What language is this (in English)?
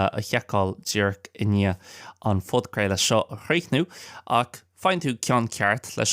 Irish